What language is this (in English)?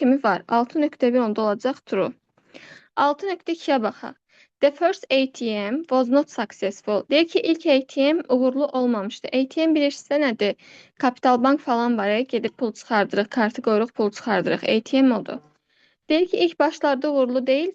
Azerbaijani